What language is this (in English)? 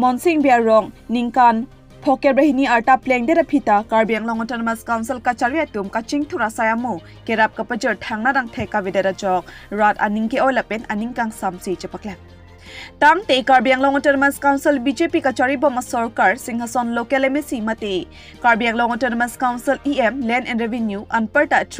Karbi